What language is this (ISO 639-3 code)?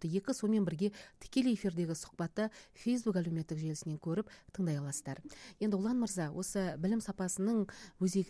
kaz